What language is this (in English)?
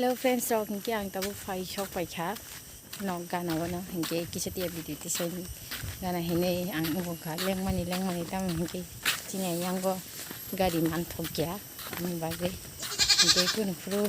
Kok Borok